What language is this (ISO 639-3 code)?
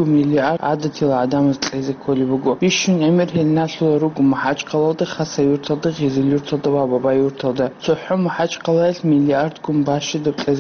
ava